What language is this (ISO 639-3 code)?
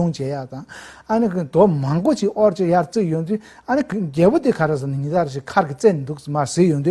bod